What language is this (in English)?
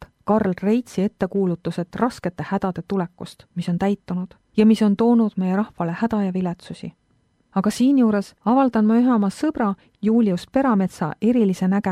Estonian